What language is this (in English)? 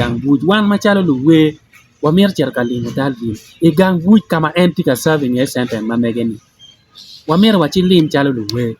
Acoli